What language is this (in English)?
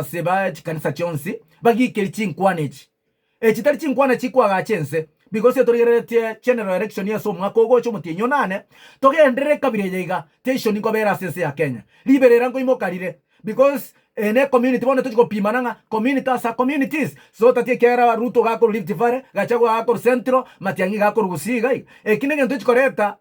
Gusii